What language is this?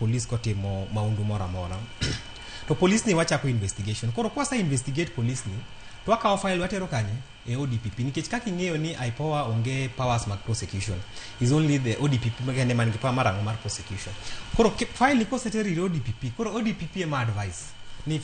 Luo (Kenya and Tanzania)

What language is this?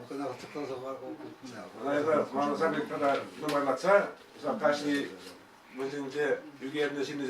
Chuvash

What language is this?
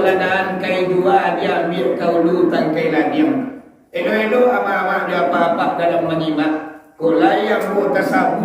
Minangkabau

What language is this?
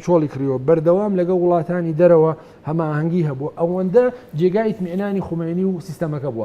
Central Kurdish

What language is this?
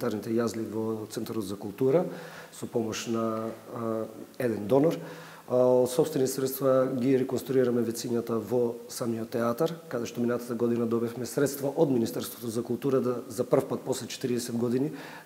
Macedonian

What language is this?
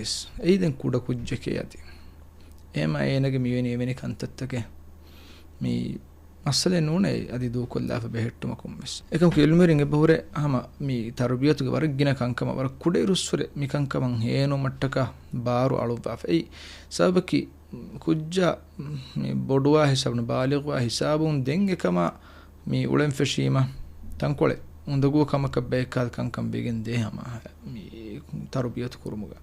Divehi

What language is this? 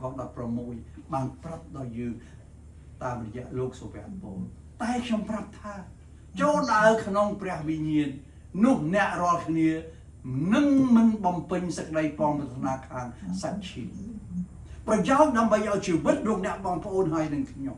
Khmer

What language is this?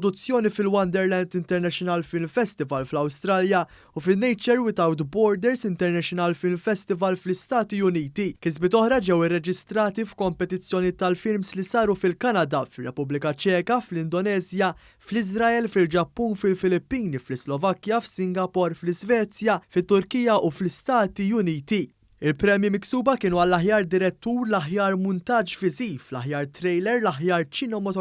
Maltese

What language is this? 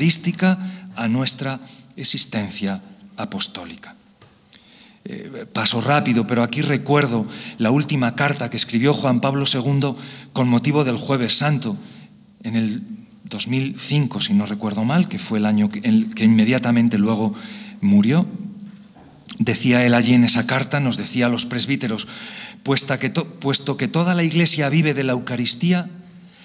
Spanish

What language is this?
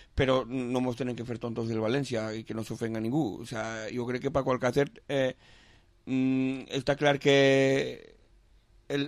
Catalan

